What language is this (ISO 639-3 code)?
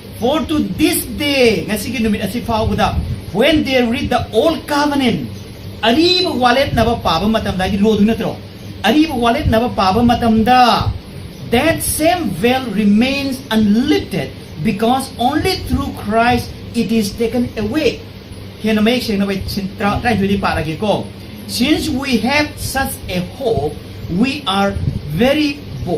mni